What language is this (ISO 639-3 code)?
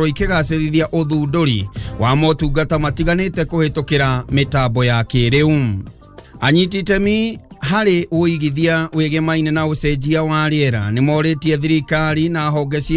kik